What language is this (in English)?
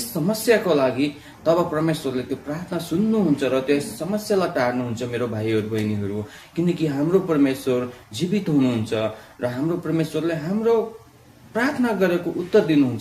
Nepali